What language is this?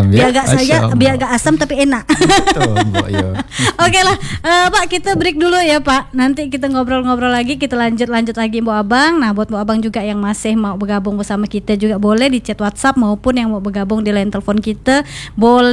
Indonesian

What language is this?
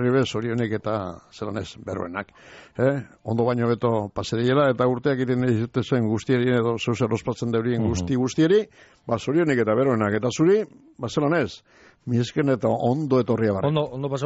Basque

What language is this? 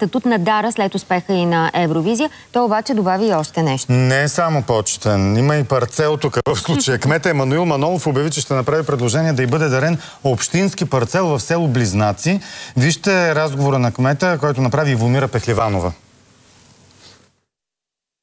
Bulgarian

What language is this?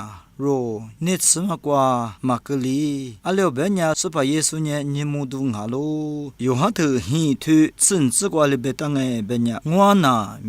Lisu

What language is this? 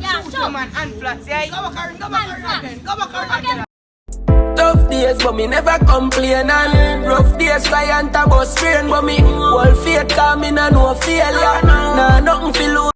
Jamaican Creole English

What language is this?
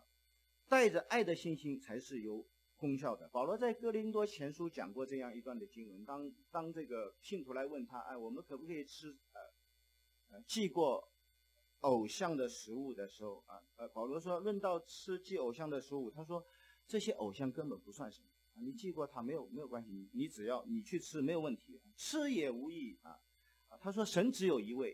Chinese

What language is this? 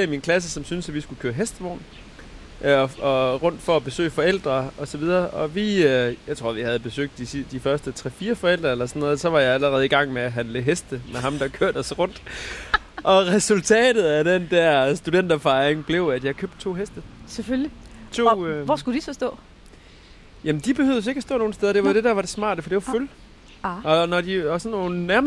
Danish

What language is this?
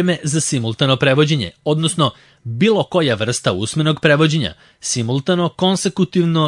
Serbian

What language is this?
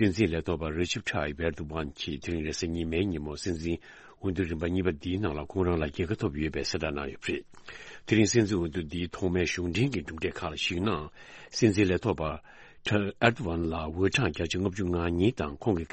Tibetan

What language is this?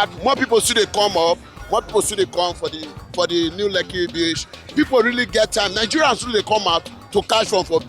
Nigerian Pidgin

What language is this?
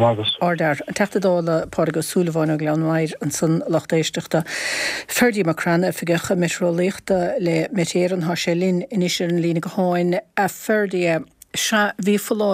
Irish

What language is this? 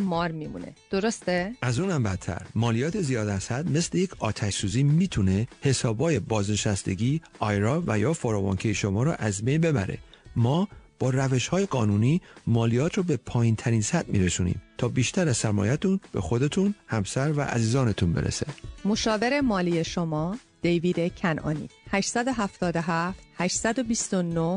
Persian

